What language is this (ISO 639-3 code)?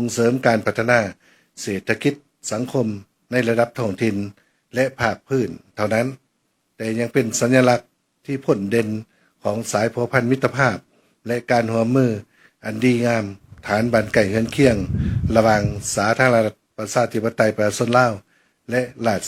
lao